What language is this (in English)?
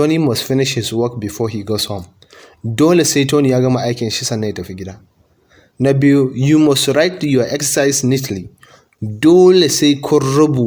Hausa